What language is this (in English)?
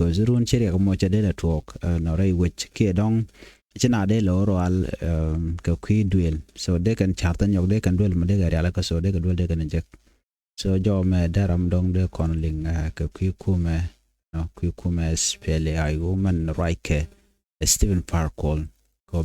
Nuer